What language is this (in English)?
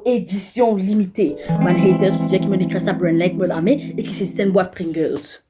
Morisyen